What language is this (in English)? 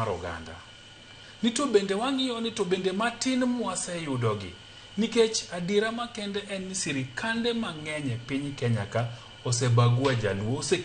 Luo (Kenya and Tanzania)